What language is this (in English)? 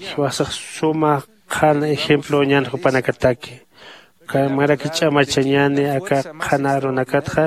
Aymara